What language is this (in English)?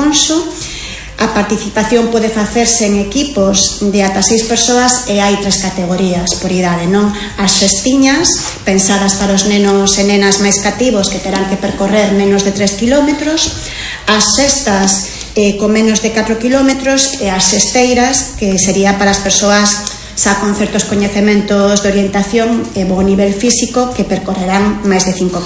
Galician